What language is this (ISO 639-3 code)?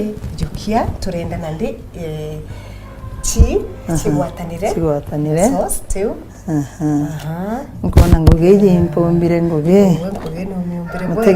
mer